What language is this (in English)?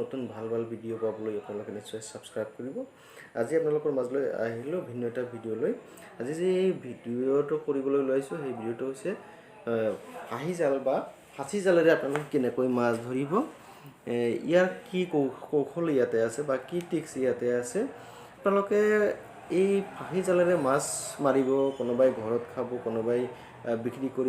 Assamese